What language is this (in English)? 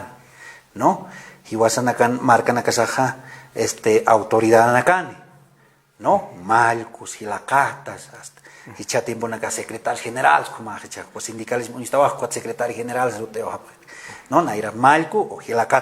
Aymara